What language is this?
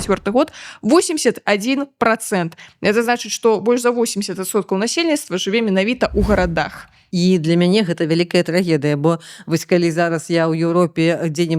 Belarusian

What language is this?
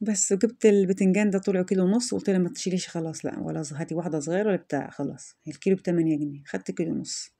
Egyptian Arabic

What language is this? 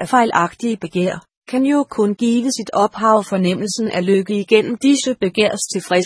Danish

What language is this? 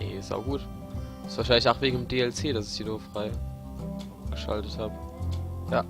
Palatine German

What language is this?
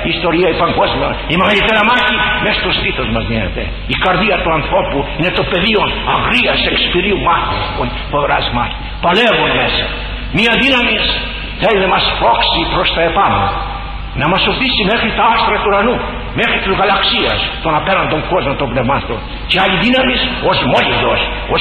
Greek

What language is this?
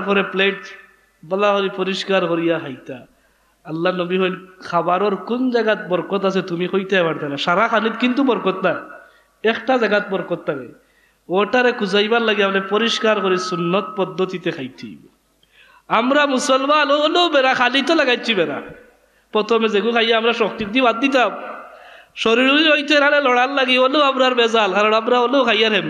Sylheti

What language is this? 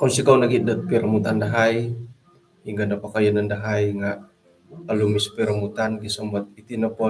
Central Dusun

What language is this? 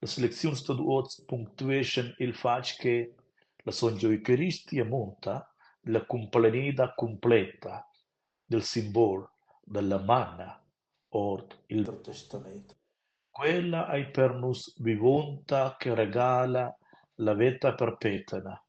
Romansh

